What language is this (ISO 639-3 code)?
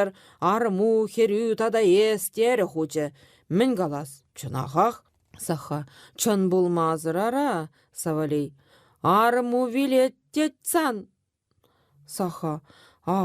chv